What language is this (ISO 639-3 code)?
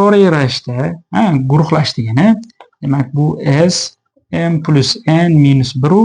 uzb